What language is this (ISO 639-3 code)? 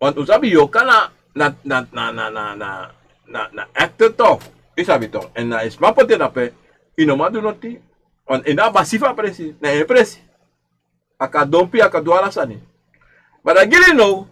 srn